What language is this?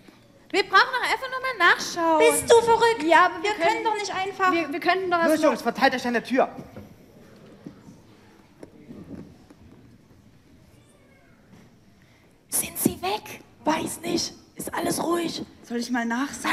German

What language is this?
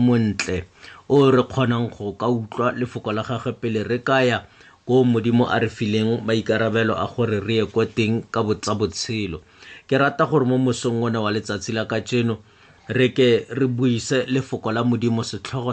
Tswana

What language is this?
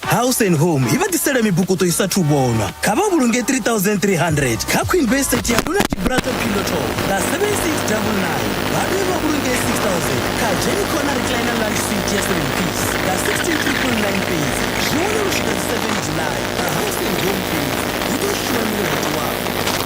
Venda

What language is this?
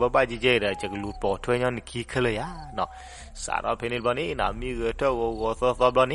S'gaw Karen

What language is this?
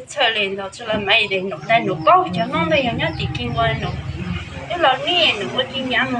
Hmong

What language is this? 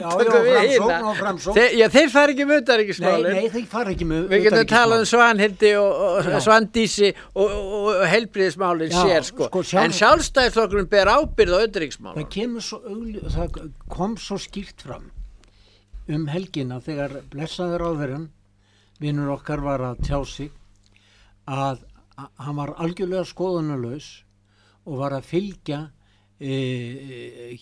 Icelandic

